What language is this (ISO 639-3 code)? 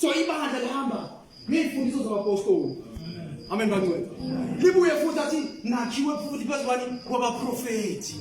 zul